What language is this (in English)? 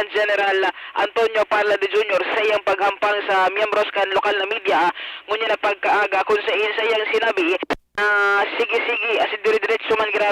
Bikol